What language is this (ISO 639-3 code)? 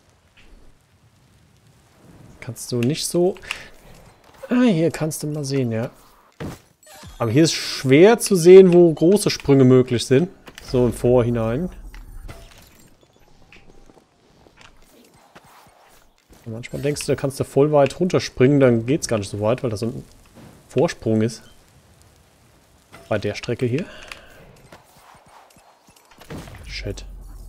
deu